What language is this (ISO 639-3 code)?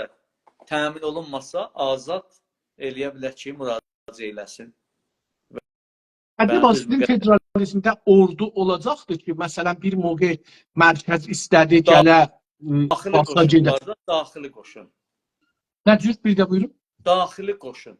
azb